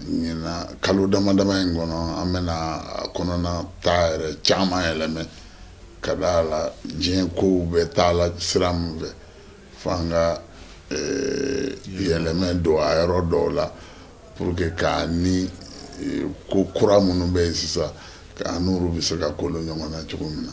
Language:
Bambara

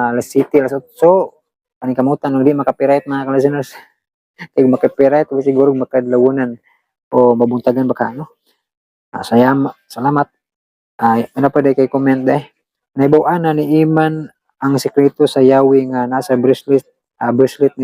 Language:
Cebuano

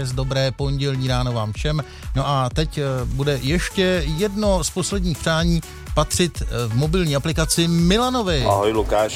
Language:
Czech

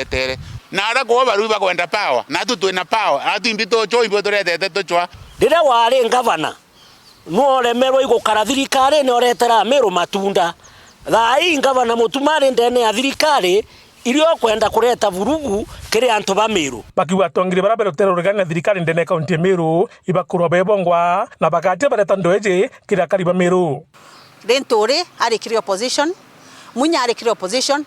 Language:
Meru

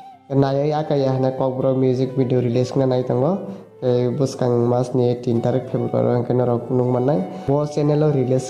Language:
Kok Borok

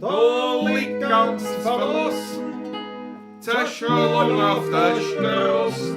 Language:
Bavarian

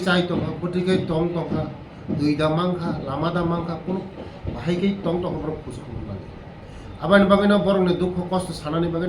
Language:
Kok Borok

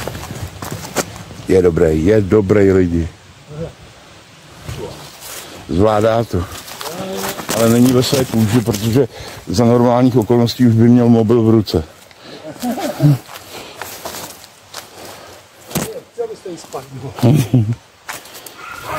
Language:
Czech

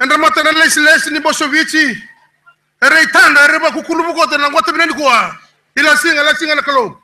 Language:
Fijian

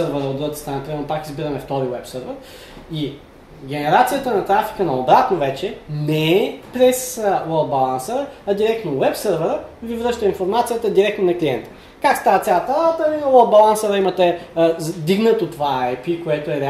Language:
Bulgarian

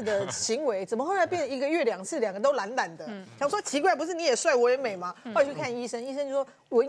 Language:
Chinese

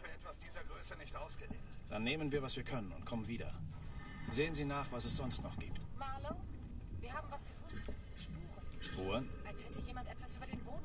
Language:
Bavarian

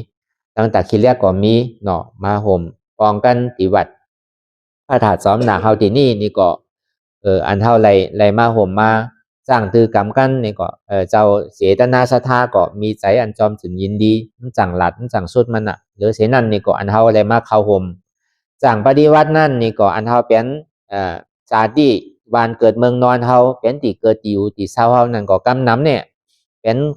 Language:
Shan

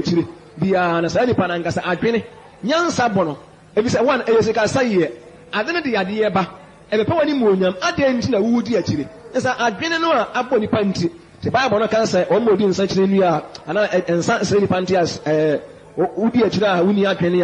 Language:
Akan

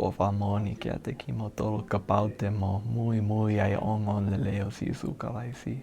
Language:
Tongan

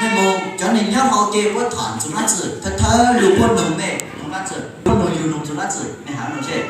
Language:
Hmong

